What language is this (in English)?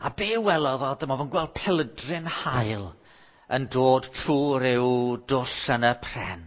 Welsh